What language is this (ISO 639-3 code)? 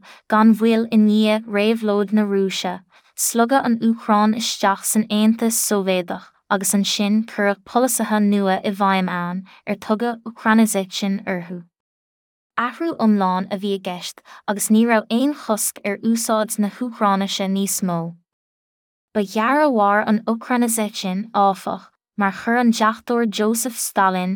gle